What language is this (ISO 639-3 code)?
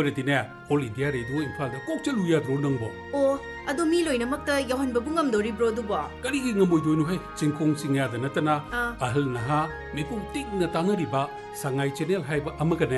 mni